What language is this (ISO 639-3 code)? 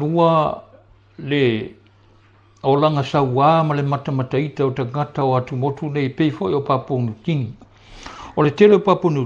smo